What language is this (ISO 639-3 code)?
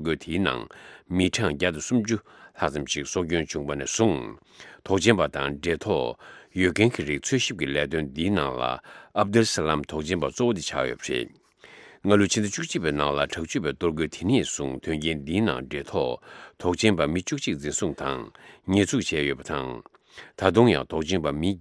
bod